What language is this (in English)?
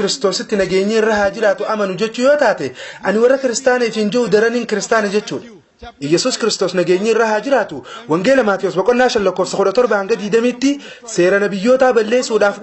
Oromo